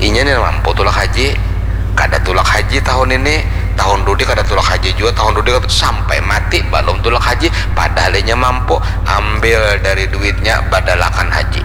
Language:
Banjar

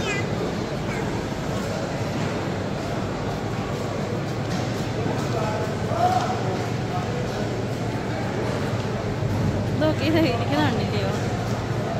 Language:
Malayalam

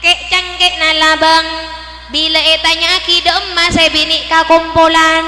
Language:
Madurese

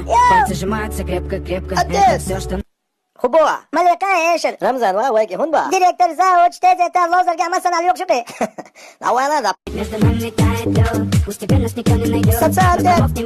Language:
Chechen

